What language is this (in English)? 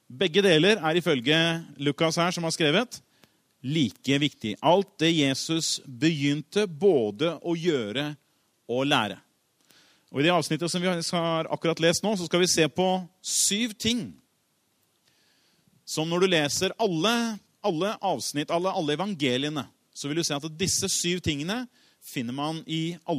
Norwegian